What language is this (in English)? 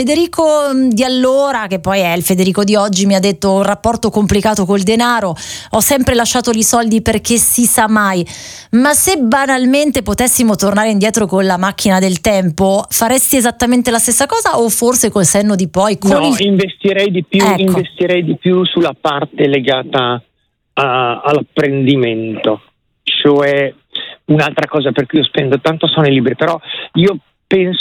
Italian